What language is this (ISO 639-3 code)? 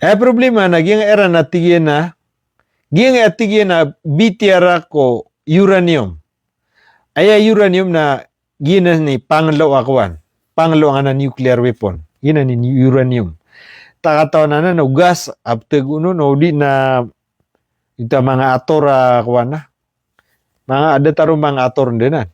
mrw